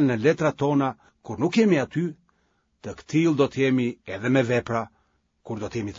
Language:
Albanian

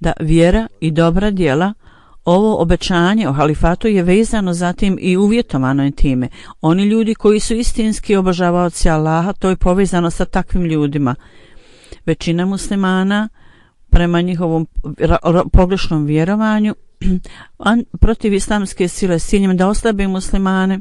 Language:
Bosnian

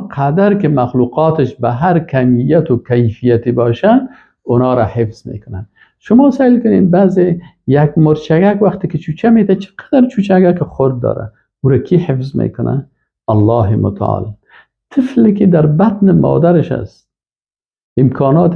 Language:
Persian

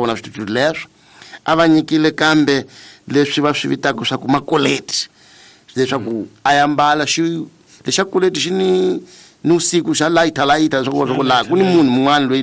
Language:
Tsonga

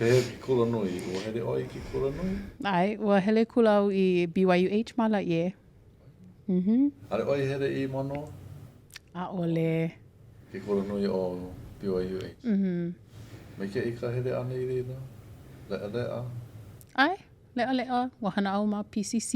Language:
Hawaiian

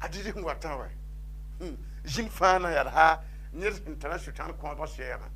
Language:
Mossi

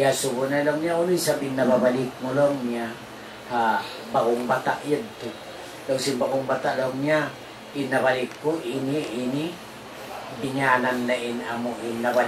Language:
Tausug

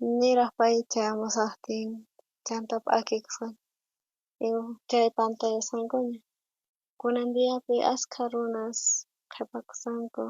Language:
South Bolivian Quechua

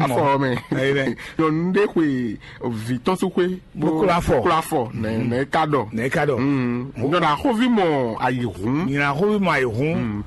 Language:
Fon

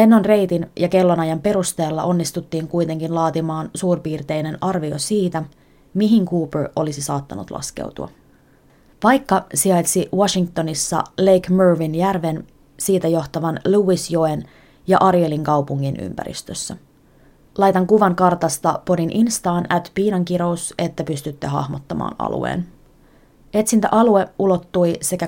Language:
Finnish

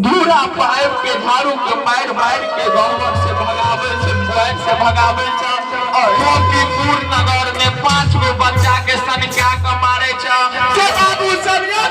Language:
Maithili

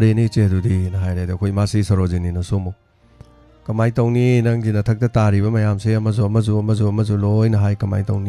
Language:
Manipuri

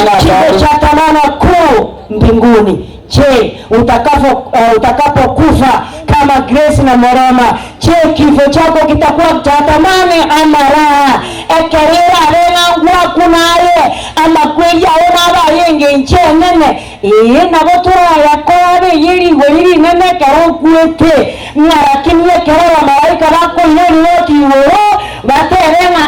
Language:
Gusii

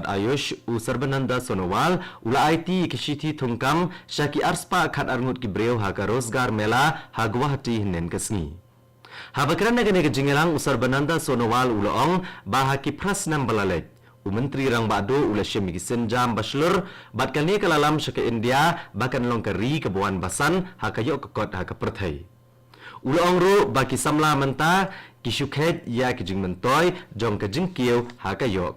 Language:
Khasi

